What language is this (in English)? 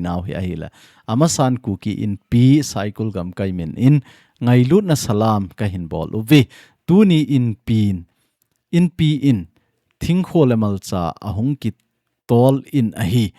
Thado Chin